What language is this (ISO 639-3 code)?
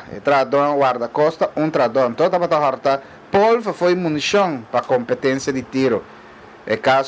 pap